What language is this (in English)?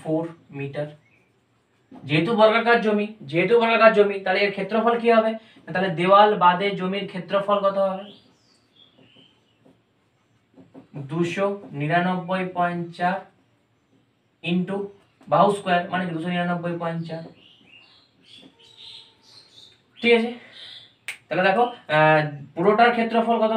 Bangla